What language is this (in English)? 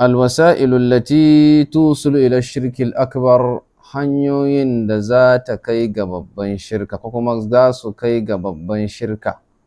Hausa